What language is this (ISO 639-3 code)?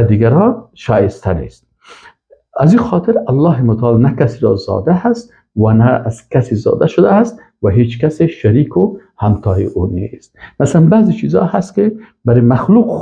fas